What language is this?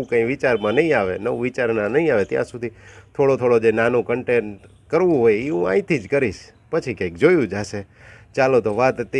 Gujarati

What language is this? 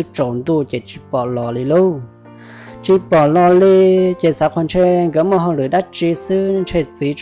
Hmong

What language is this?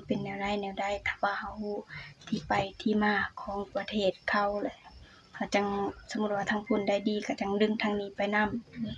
Lao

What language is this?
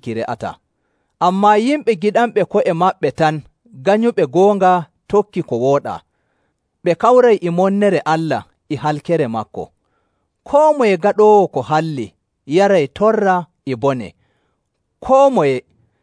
Nigerian Fulfulde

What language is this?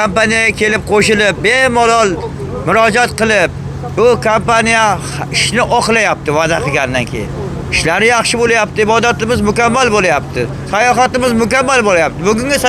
Uzbek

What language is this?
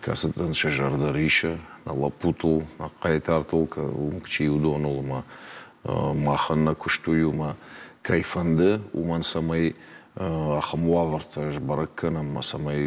Ossetic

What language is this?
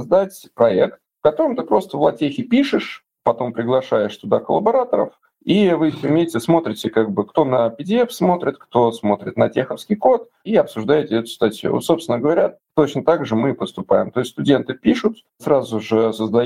Russian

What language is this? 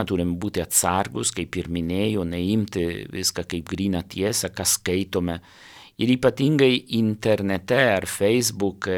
Lithuanian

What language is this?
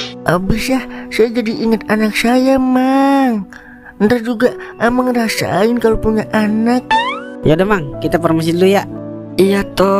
Betawi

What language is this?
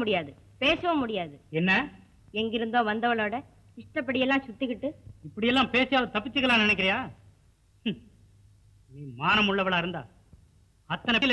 Tamil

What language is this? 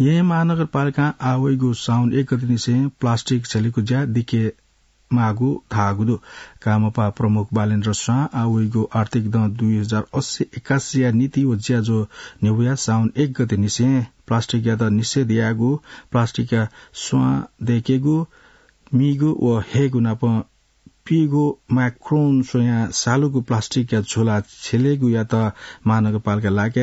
Newari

